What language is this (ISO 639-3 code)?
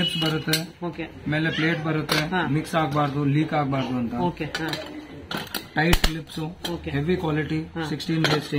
kan